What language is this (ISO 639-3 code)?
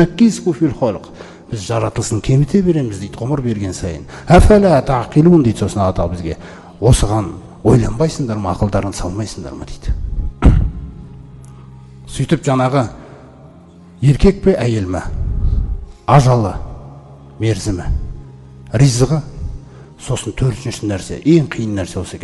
kaz